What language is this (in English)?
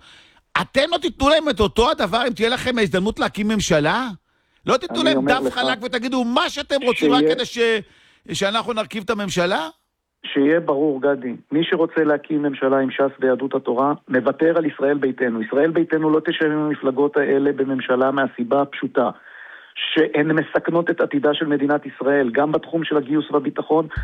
Hebrew